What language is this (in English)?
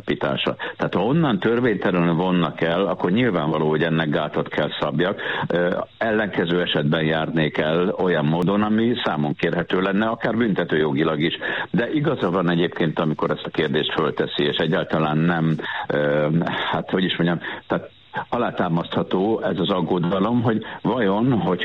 Hungarian